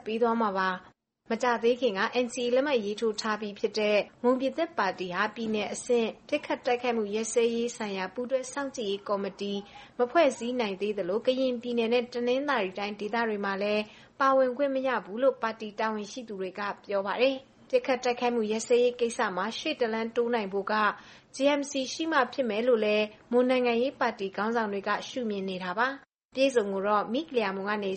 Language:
Burmese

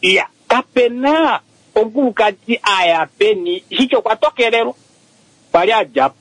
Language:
Kuanyama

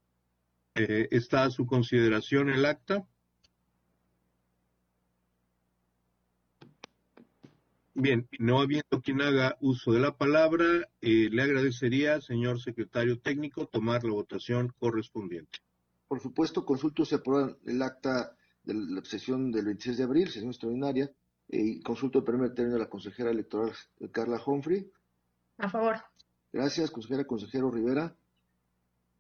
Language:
Spanish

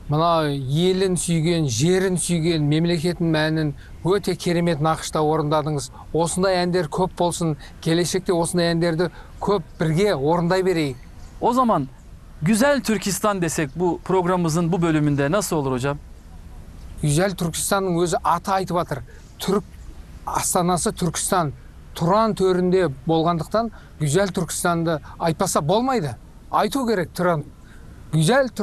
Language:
Kazakh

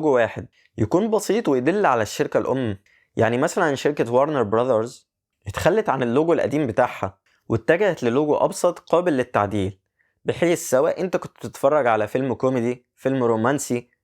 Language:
Egyptian Arabic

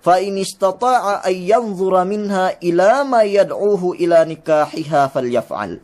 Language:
Yakan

